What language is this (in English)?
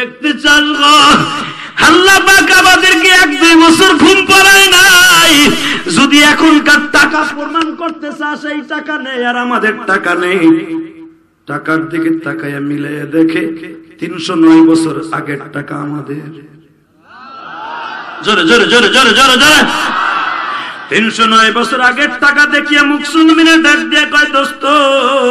Bangla